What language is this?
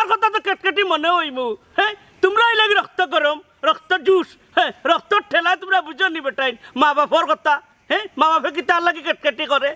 Sylheti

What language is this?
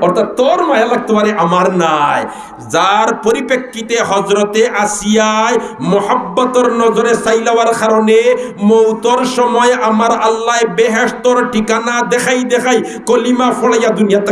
Sylheti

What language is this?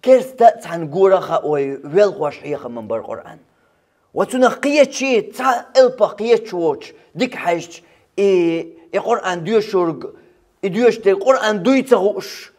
Chechen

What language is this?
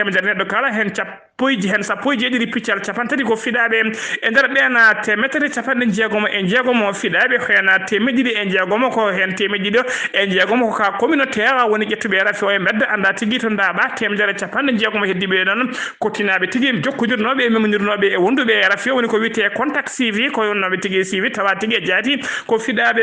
Fula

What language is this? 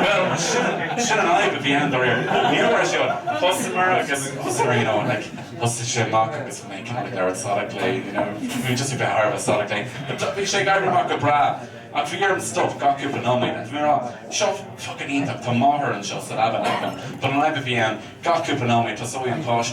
Irish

